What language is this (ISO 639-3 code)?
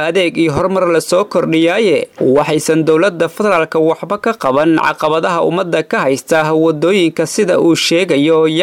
som